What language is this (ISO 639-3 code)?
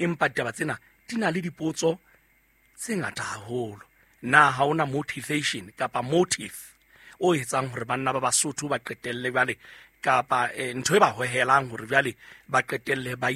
sot